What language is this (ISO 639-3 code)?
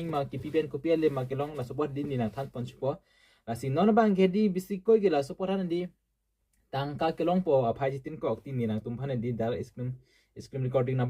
mjw